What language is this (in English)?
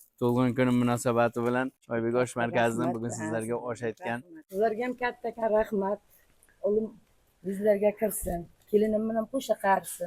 Uzbek